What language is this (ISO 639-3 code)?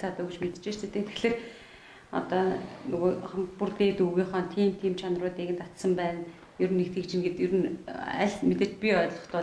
mon